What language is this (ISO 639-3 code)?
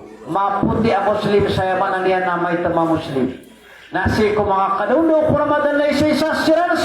mrw